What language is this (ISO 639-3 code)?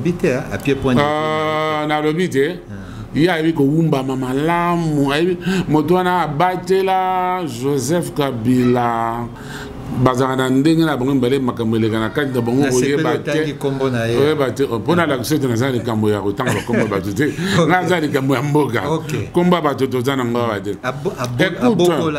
lin